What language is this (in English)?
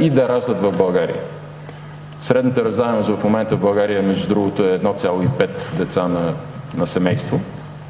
Bulgarian